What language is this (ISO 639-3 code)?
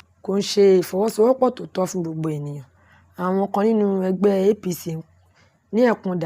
yor